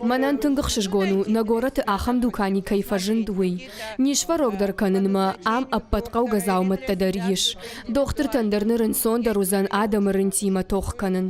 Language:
Ossetic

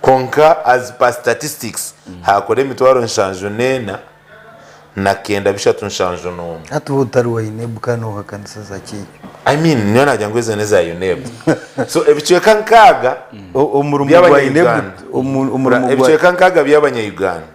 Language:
Nyankole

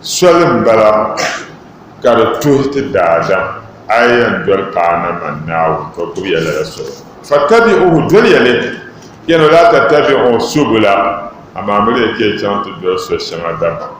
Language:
Dagbani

